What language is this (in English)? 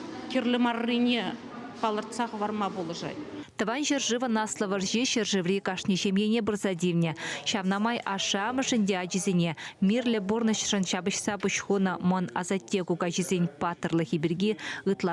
Chuvash